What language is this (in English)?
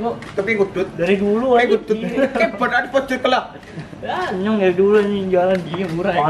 Betawi